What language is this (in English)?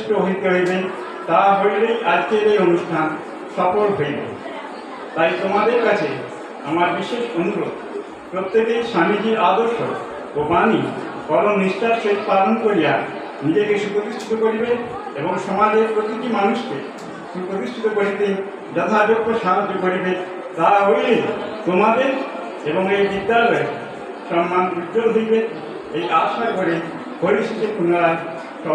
Bangla